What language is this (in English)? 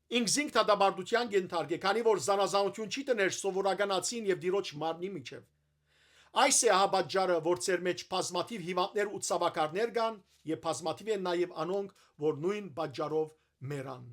Western Armenian